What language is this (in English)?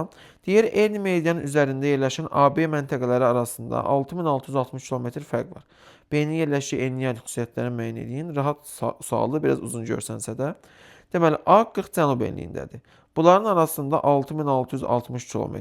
Azerbaijani